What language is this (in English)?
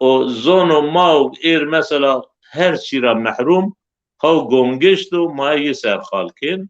Zaza